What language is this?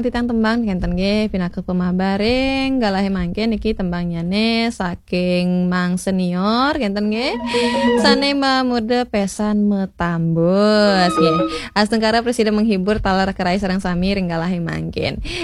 Balinese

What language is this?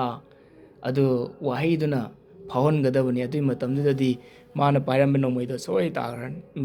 Manipuri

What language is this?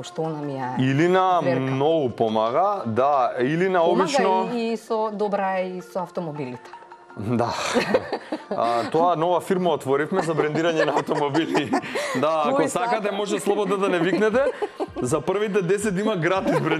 Macedonian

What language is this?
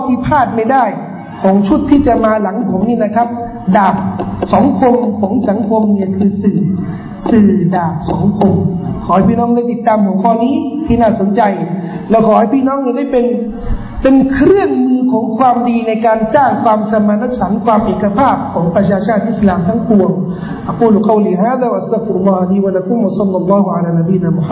Thai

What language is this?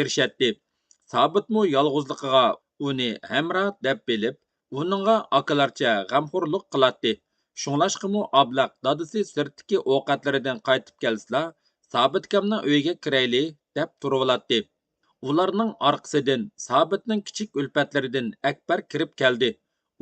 Uyghur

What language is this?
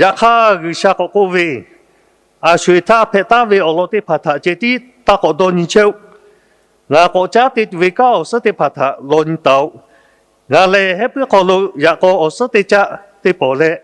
Lahu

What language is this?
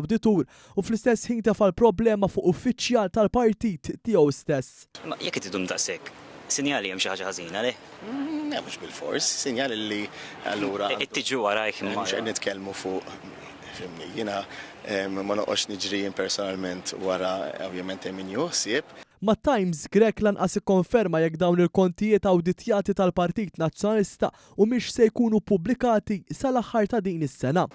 Maltese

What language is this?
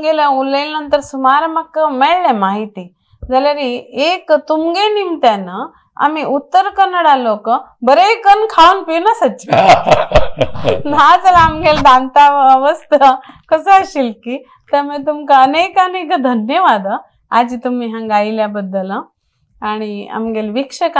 Konkani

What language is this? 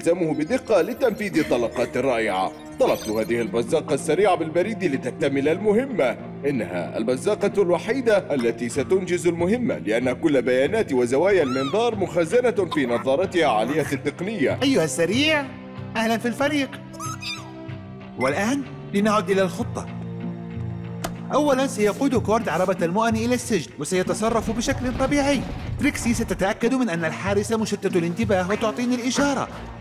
Arabic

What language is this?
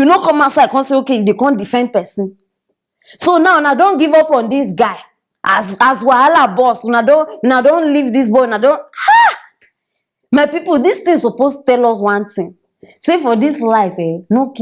Nigerian Pidgin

